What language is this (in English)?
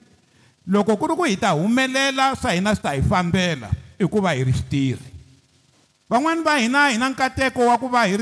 Tsonga